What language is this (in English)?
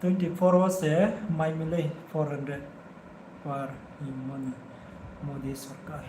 Riang (India)